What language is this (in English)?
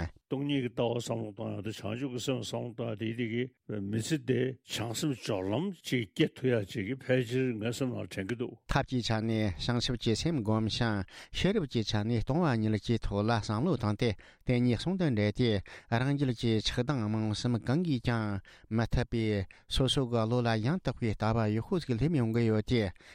Tibetan